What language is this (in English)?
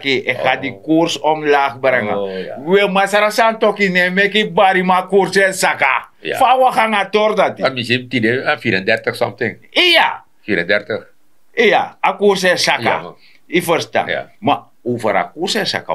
Sranan Tongo